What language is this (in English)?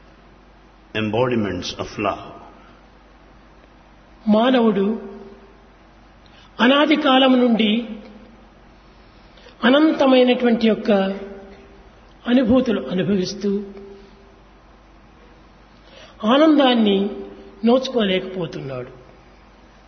Telugu